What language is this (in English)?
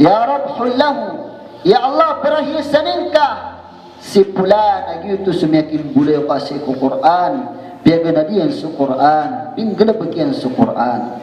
Maranao